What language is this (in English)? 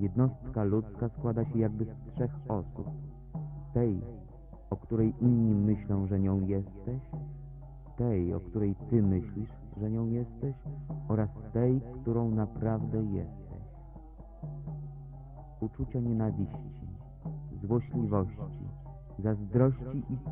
Polish